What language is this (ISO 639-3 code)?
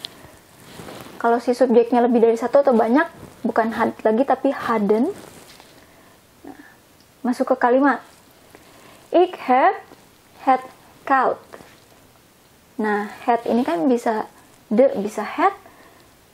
ind